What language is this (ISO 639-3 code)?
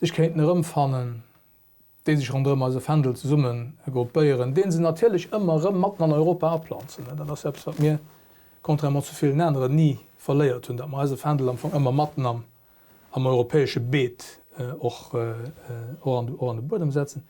ltz